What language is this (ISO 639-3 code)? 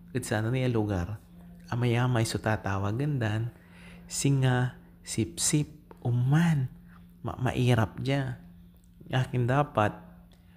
pag